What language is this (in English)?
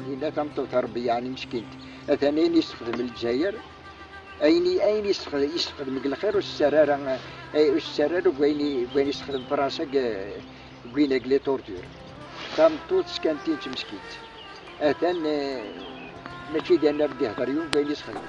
Kabyle